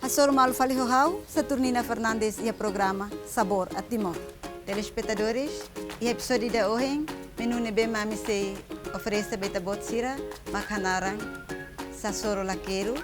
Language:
Tetum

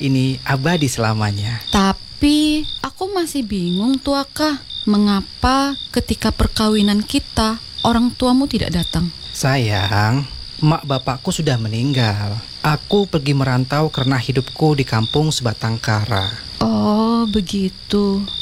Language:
Indonesian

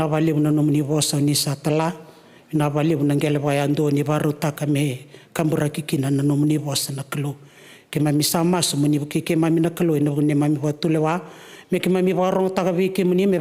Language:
Fijian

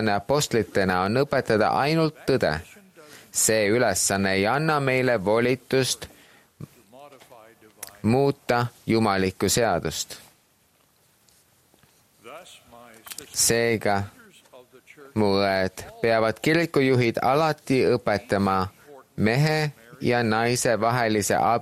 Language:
Estonian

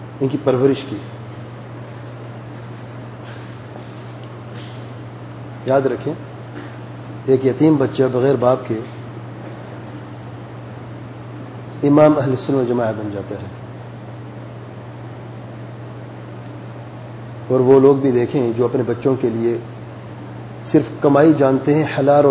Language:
Urdu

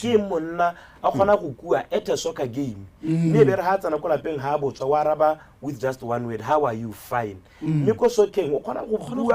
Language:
Tswana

